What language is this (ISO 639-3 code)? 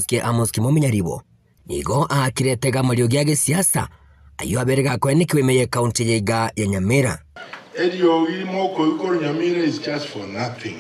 guz